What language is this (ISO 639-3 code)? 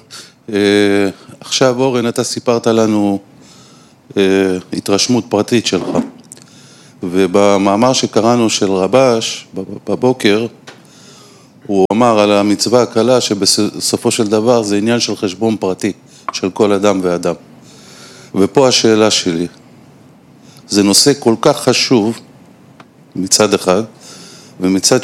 heb